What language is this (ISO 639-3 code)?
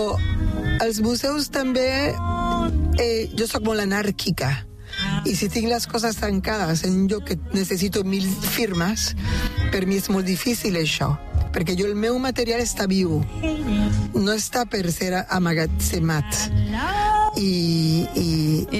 cat